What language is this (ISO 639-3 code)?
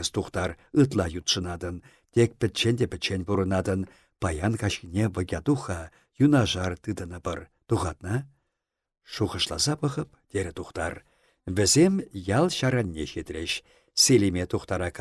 chv